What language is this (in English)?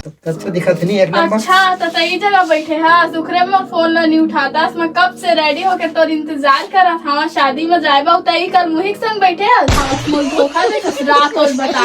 Chhattisgarhi